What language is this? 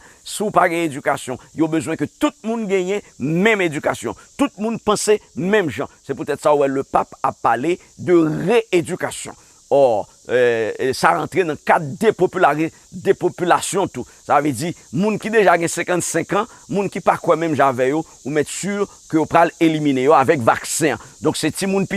Haitian Creole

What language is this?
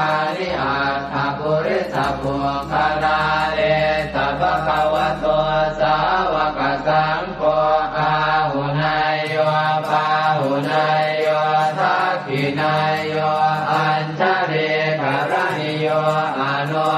Pali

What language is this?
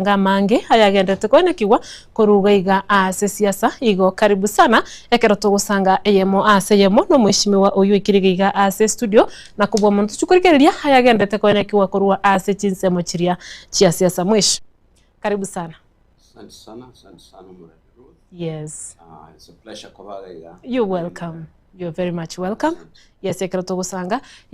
Gusii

